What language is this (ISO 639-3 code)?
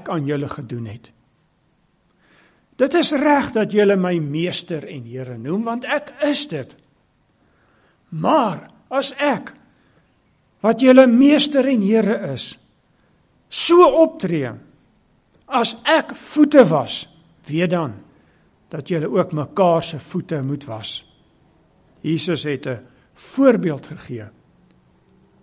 afr